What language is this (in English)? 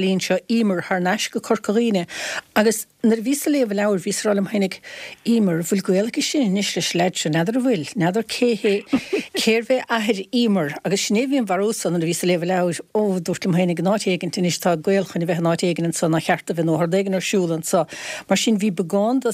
Irish